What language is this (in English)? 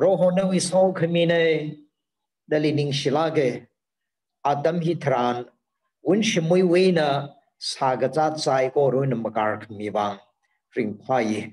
Tangkhul Naga (India)